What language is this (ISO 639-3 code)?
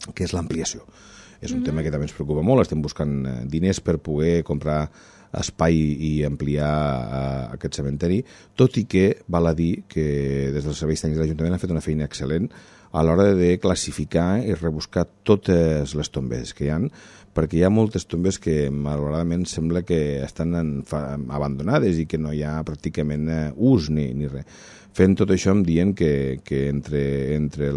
cat